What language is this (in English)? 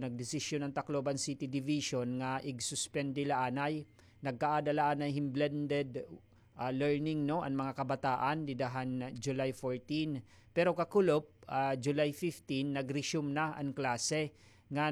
Waray